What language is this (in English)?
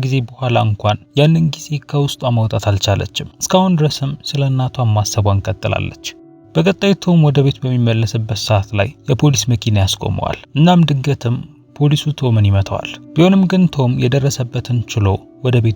Amharic